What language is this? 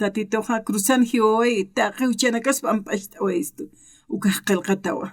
Aymara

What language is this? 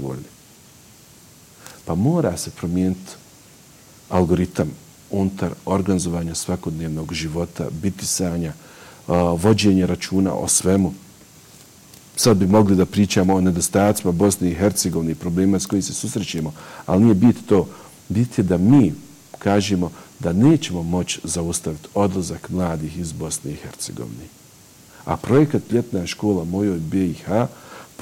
Bosnian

